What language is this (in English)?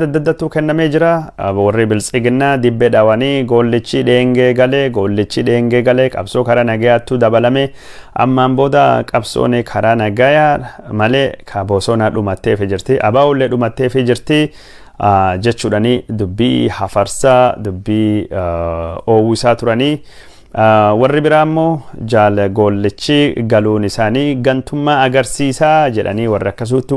Oromo